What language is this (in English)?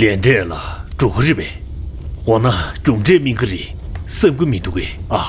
Tibetan